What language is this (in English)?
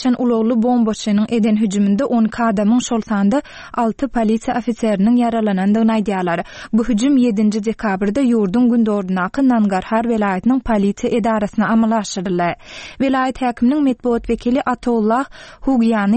Turkmen